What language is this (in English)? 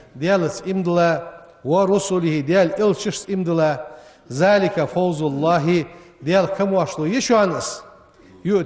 Ingush